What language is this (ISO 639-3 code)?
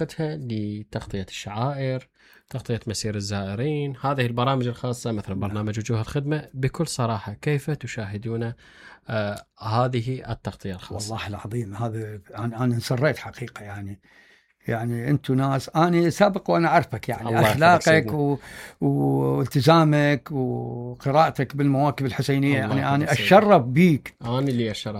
acm